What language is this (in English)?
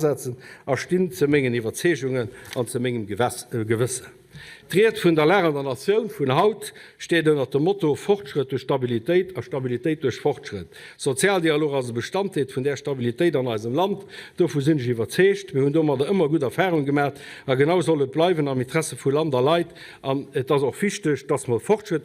Luxembourgish